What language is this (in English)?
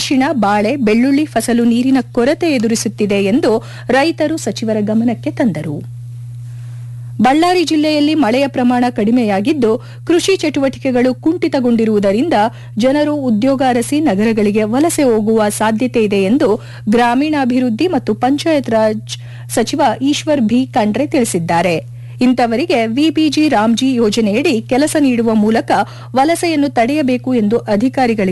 Kannada